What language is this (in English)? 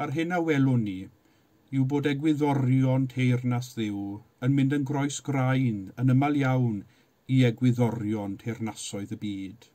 Welsh